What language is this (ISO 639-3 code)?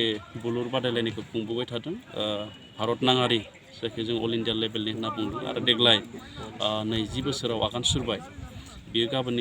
brx